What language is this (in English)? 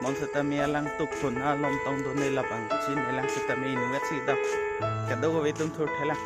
Karbi